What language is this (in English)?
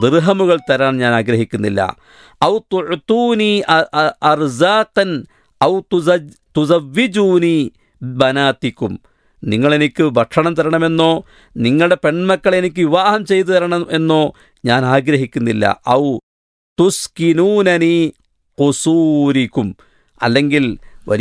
Malayalam